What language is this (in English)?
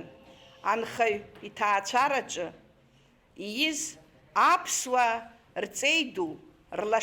Abkhazian